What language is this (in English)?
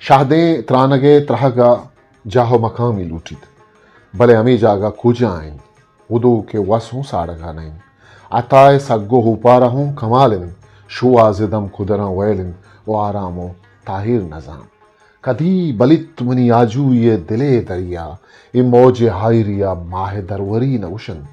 Eastern Balochi